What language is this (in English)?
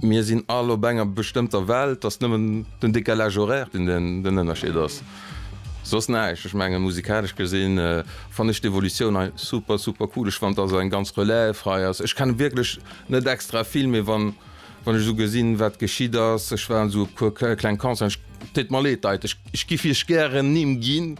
Luxembourgish